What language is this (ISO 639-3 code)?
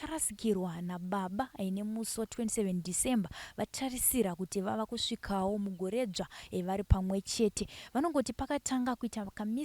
sna